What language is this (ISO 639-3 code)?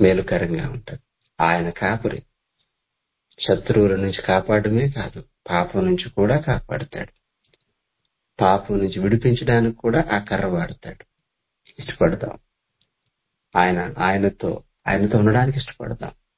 tel